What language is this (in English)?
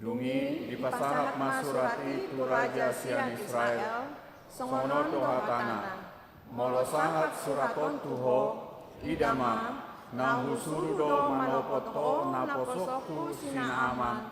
Batak Toba